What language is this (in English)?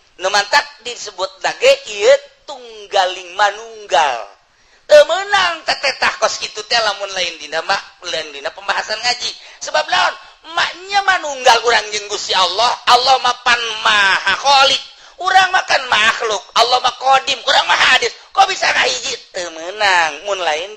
Sundanese